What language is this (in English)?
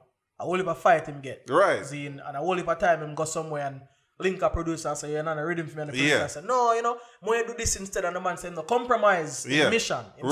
Jamaican Creole English